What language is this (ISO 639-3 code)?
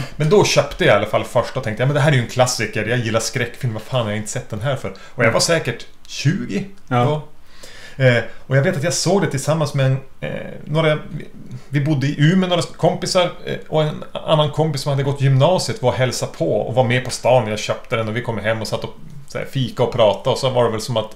swe